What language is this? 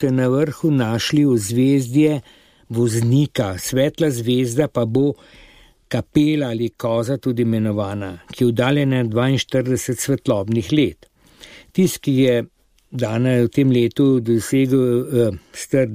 Slovenian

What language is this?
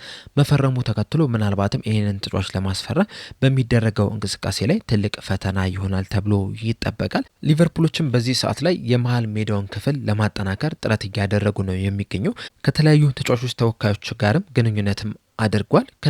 Amharic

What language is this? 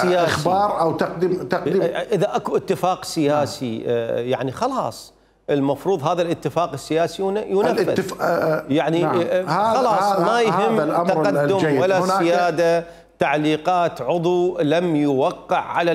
Mesopotamian Arabic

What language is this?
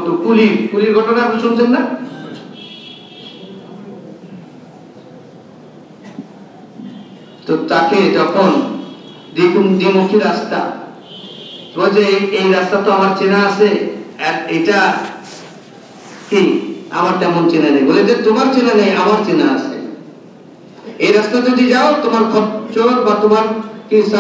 Bangla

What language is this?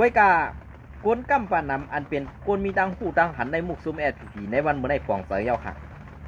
Shan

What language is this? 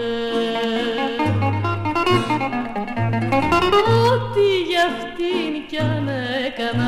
Greek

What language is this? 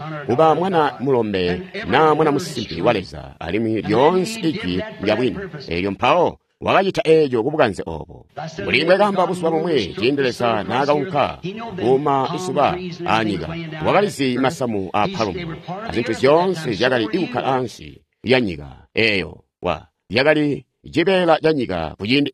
Tonga (Zambia)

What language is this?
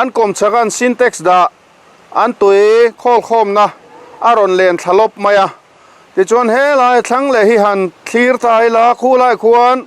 Mizo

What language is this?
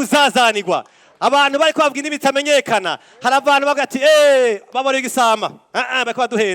Rundi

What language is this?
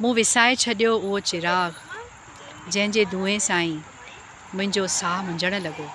Sindhi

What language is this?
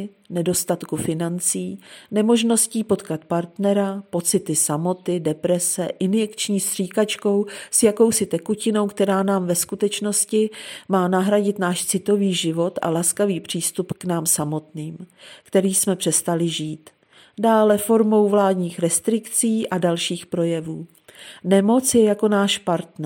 Czech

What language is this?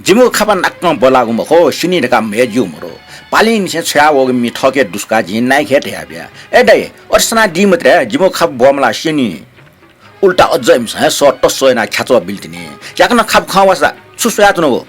Newari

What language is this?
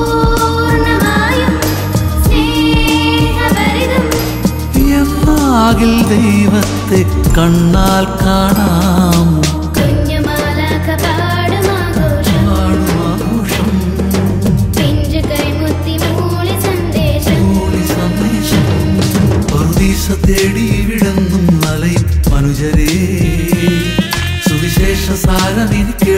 Malayalam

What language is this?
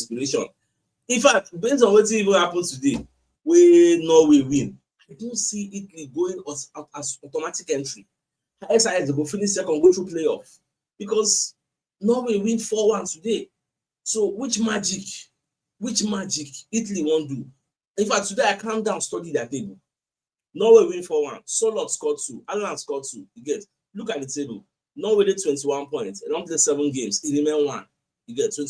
Nigerian Pidgin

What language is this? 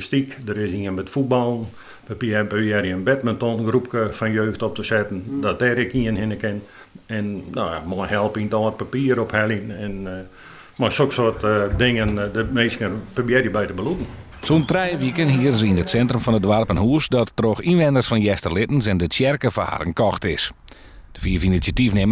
Western Frisian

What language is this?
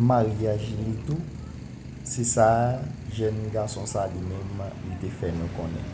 Haitian Creole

